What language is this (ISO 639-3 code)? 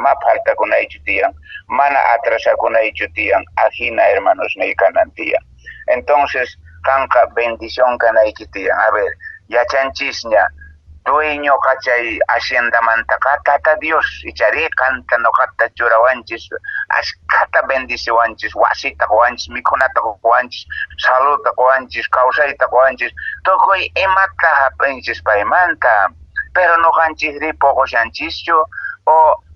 que